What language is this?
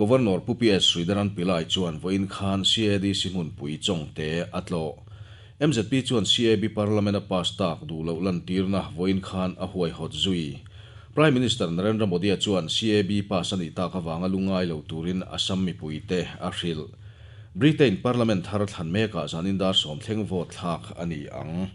Mizo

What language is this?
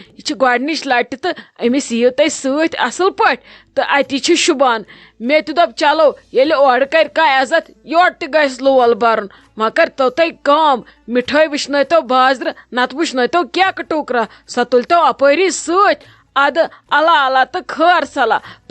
Kashmiri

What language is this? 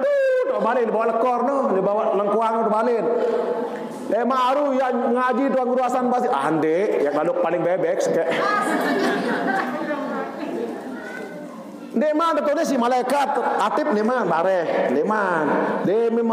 Sasak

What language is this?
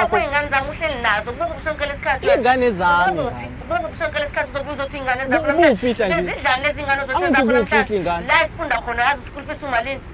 Zulu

